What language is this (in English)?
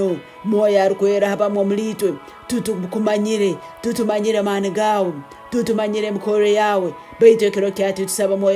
Tooro